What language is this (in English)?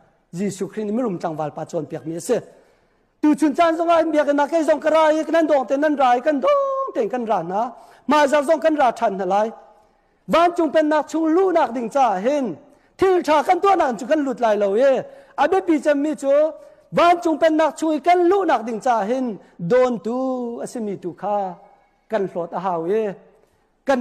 Hakha Chin